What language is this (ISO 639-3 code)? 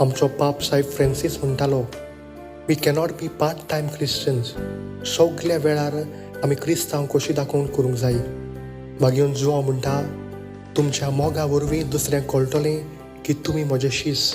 kok